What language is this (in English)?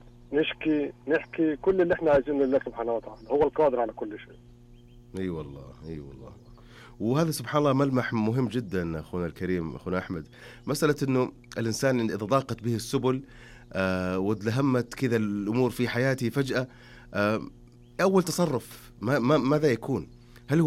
Arabic